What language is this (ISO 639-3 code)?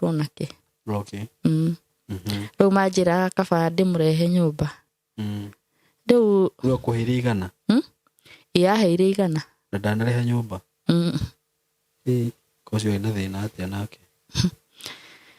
kik